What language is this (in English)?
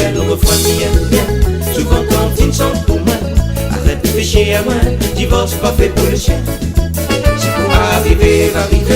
Réunion Creole French